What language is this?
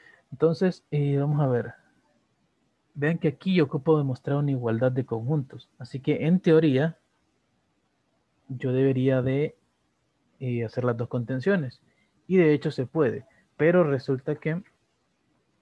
Spanish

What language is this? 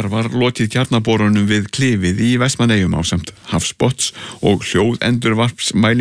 Icelandic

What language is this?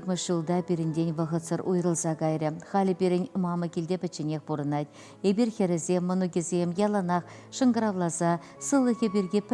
Chuvash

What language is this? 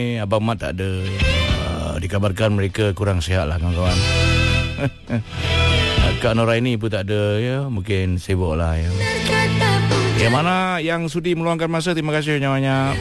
Malay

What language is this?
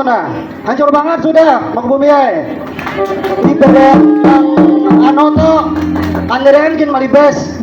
Banjar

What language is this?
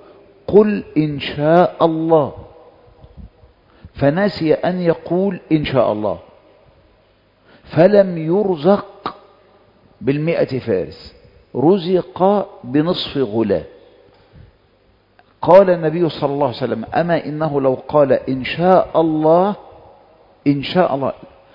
Arabic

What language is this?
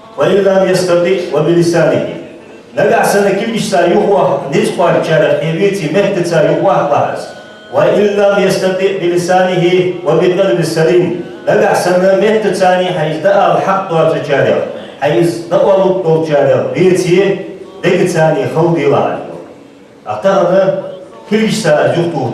Ingush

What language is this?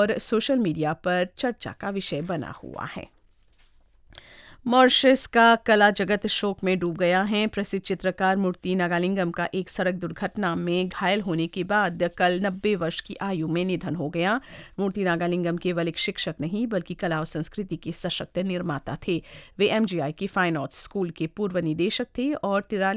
Hindi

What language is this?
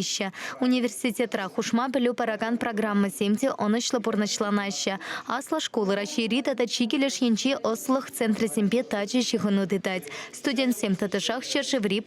Chuvash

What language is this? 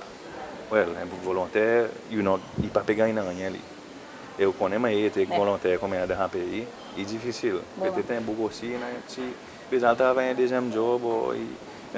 Seselwa Creole French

